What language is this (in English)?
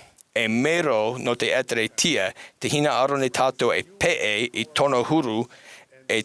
Tahitian